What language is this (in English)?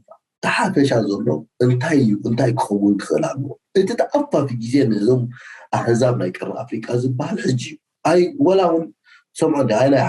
Tigrinya